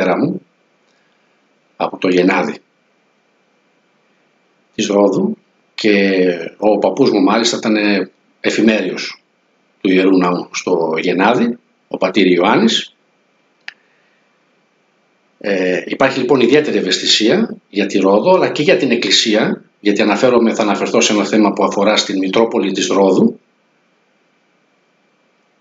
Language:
Greek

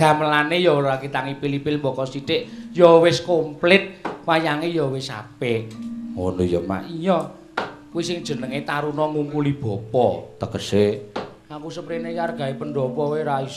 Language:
Javanese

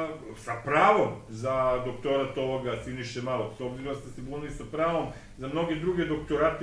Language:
Serbian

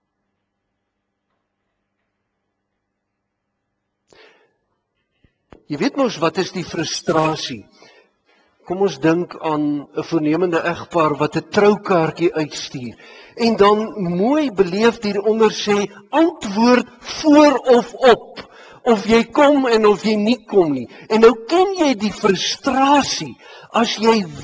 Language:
Afrikaans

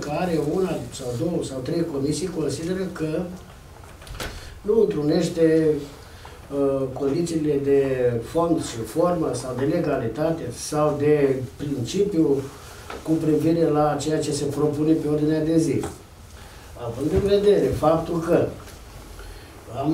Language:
Romanian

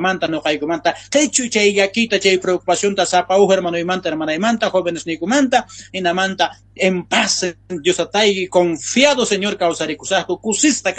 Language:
South Bolivian Quechua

